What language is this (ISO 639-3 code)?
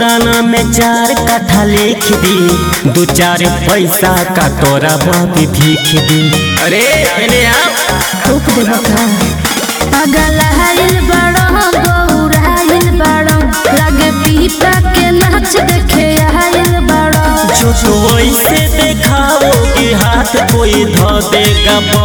bho